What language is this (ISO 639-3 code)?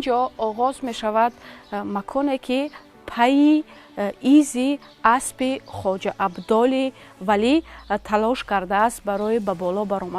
tgk